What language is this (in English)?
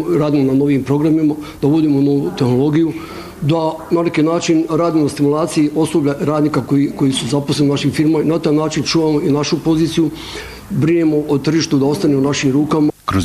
Bosnian